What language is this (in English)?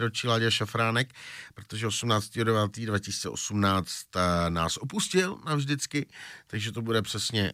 Czech